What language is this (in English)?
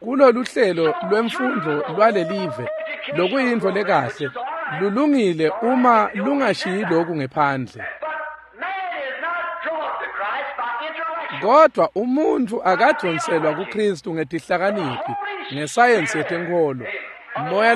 Swati